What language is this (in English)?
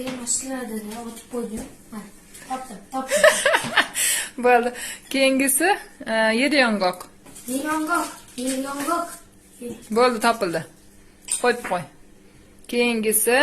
Uzbek